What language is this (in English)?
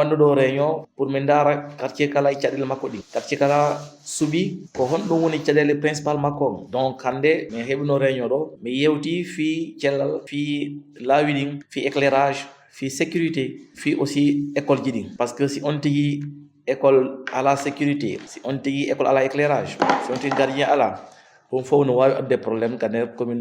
Fula